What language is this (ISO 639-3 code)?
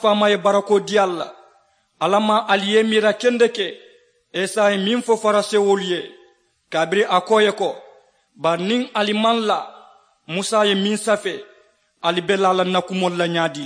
man